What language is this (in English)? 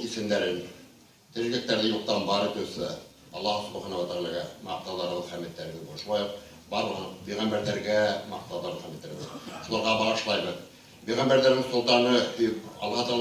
Bashkir